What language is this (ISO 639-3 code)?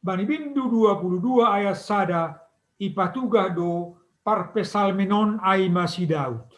bts